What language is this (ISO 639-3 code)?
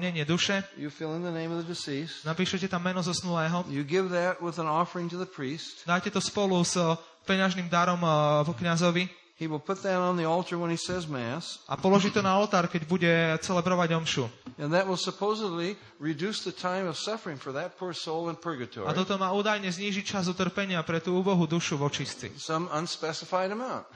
slk